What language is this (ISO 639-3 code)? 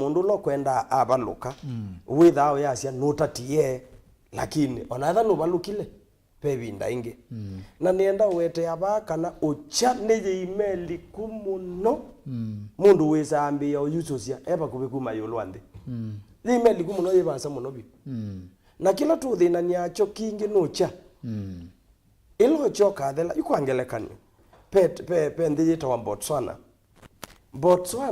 kam